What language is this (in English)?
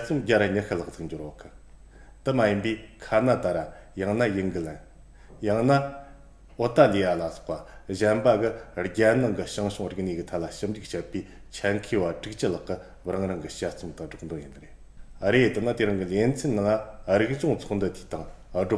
Tibetan